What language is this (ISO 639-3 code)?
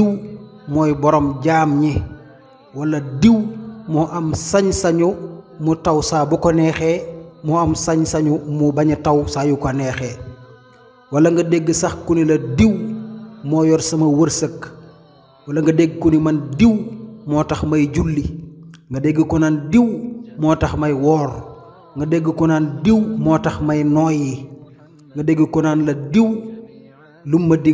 wol